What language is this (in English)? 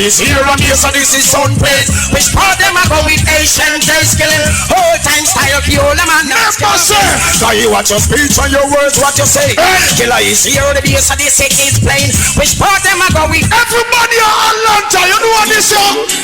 Jamaican Creole English